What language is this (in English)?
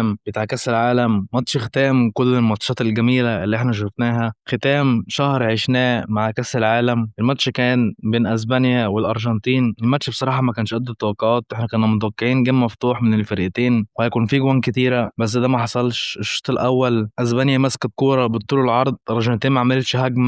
Egyptian Arabic